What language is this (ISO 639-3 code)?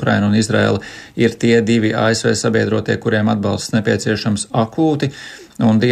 lav